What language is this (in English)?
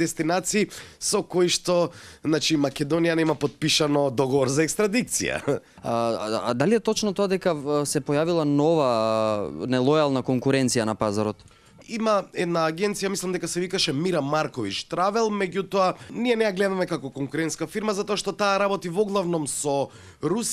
Macedonian